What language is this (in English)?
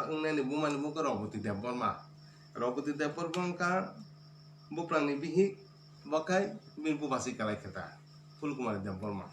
Kok Borok